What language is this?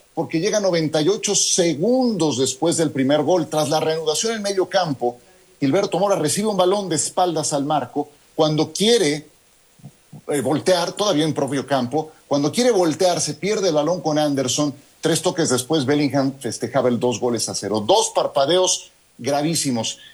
Spanish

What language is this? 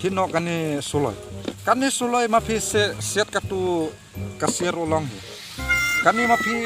Khasi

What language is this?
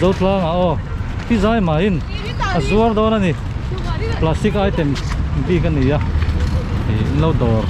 Mizo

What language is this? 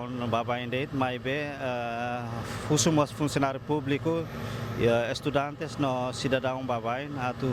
Tetum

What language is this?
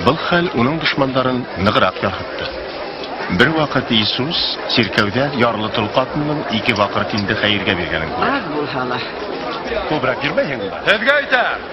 Bashkir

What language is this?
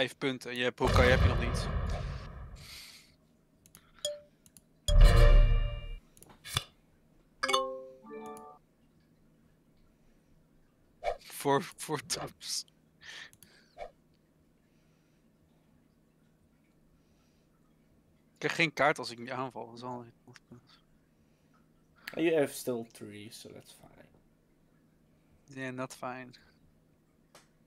Dutch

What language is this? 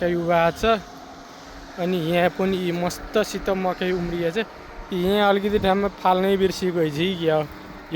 Nepali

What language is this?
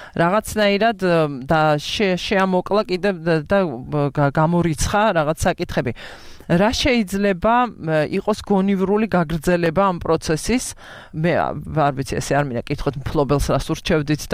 Georgian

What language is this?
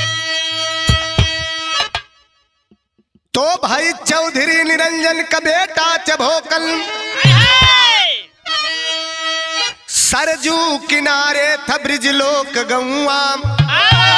Bhojpuri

